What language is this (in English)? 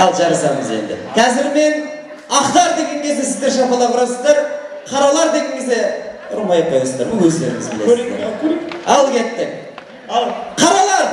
Kara-Kalpak